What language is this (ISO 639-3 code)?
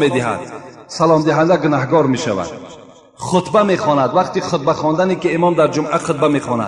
tgk